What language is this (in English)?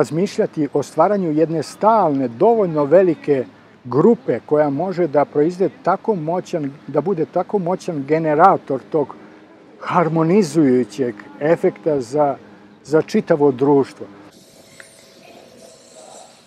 Serbian